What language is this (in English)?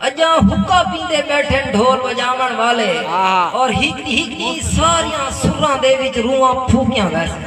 Saraiki